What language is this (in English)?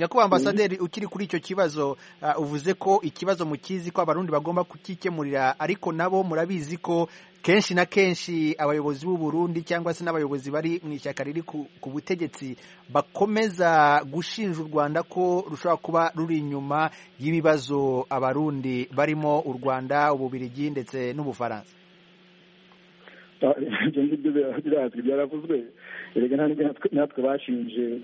Kinyarwanda